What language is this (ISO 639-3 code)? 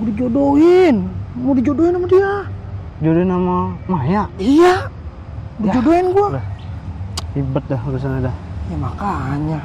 bew